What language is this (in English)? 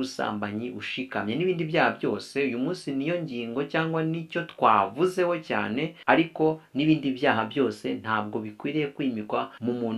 Kinyarwanda